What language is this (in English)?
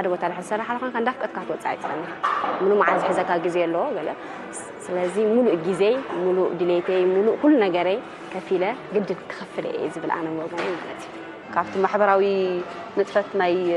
Tigrinya